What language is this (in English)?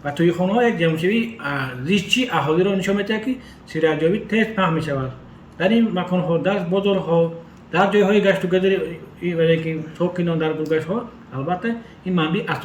Tajik